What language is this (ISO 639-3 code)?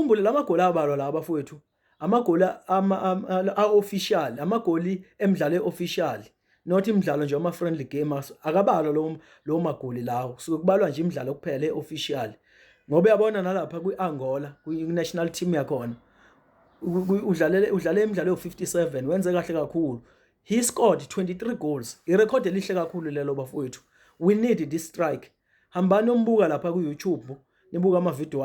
zul